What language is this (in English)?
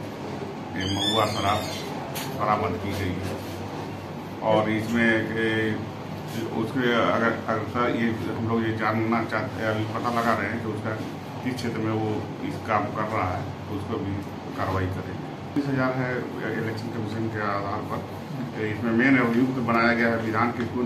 Hindi